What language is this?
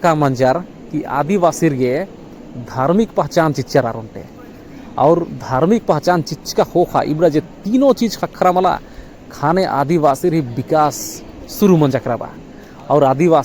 Kurukh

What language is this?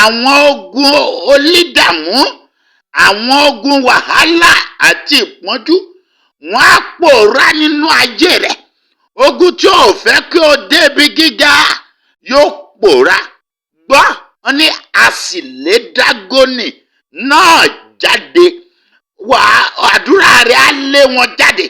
Yoruba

